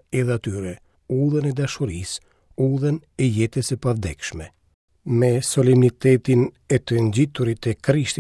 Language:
Albanian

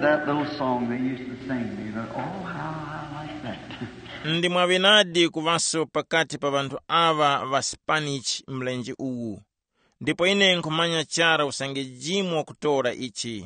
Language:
Tumbuka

